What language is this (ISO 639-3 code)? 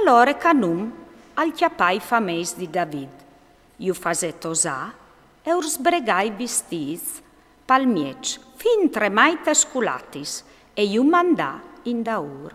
fur